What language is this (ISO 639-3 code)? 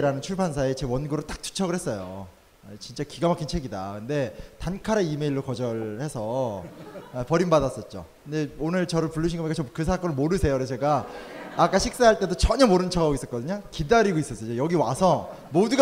kor